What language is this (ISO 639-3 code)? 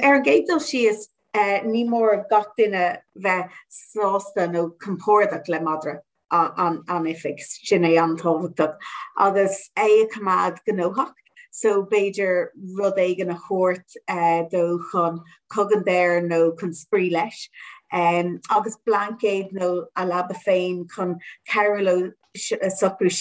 gle